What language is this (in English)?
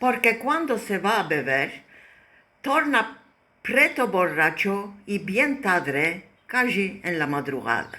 Ladino